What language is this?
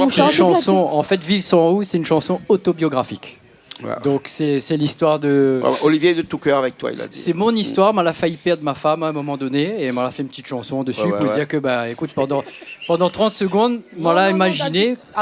Réunion Creole French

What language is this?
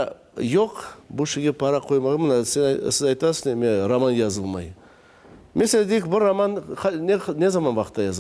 Crimean Tatar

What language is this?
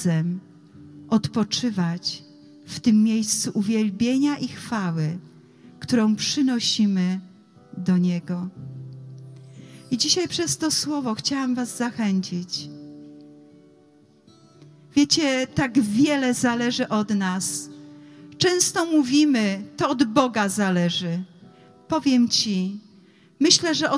Polish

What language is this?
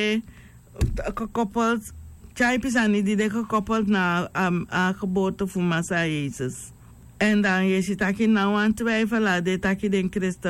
Sranan Tongo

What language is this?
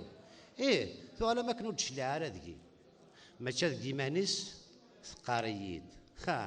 Kabyle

